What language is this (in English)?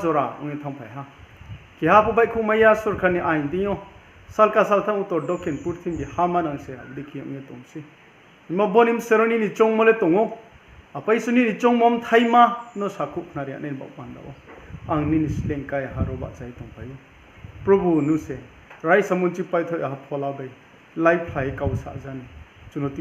Riang (India)